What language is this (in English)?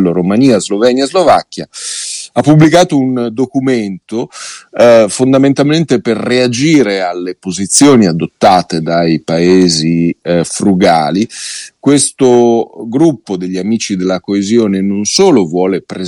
Italian